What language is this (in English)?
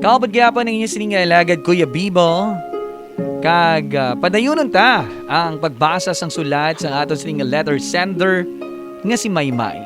Hiligaynon